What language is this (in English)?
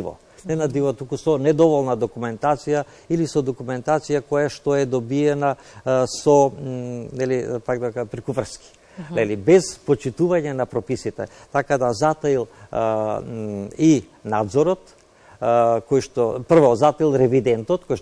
Macedonian